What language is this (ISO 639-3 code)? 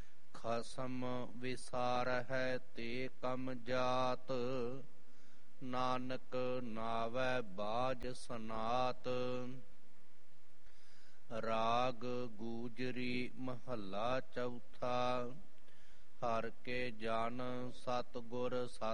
pan